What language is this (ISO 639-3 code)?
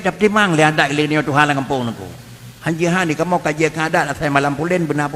ace